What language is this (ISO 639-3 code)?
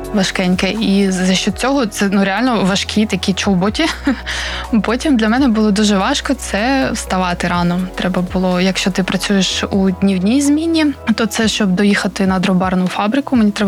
ukr